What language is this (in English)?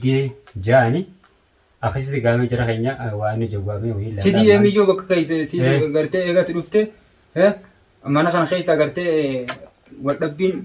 Oromo